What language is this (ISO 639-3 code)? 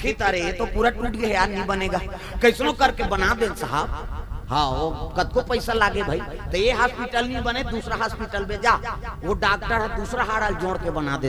hne